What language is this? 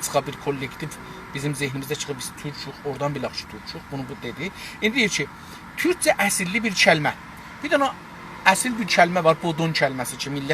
South Azerbaijani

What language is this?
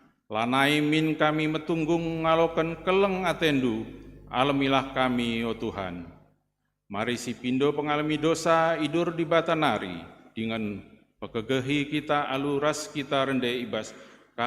Batak Karo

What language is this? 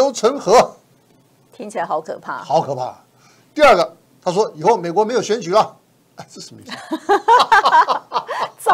Chinese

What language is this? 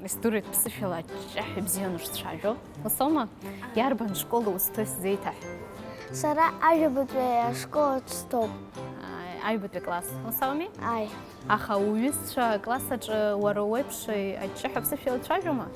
Abkhazian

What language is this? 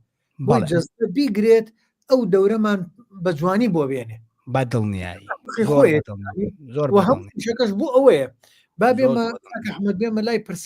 Central Kurdish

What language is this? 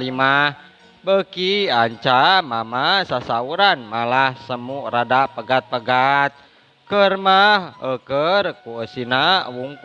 Sundanese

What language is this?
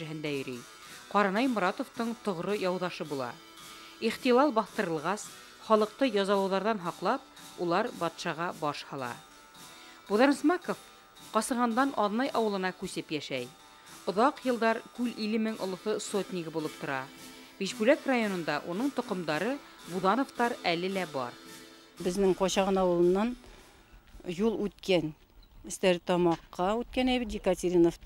Bashkir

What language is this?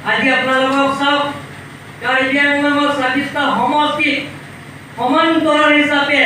Karbi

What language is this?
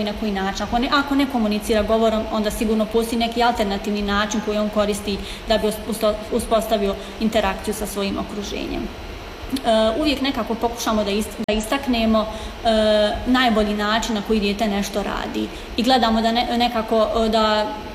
Bosnian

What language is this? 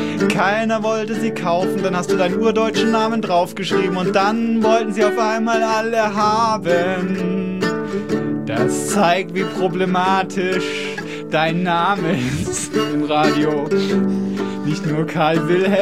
German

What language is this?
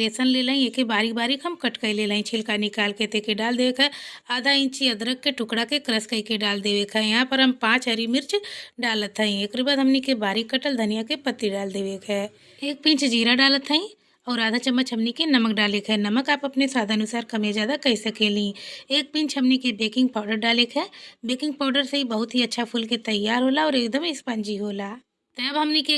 Bhojpuri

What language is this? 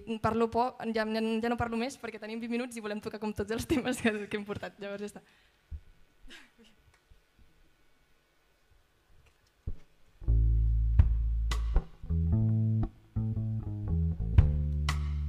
Catalan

